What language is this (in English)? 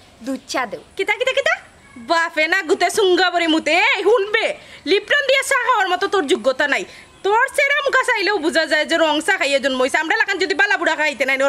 Sylheti